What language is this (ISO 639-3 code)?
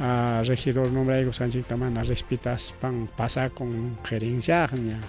quy